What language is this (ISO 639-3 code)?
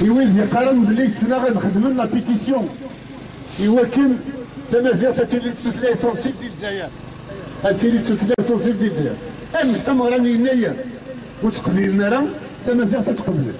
kab